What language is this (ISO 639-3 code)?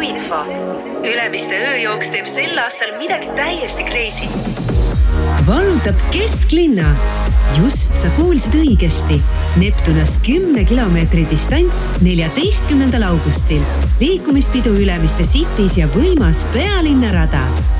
est